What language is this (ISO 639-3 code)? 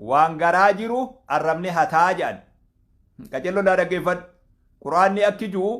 orm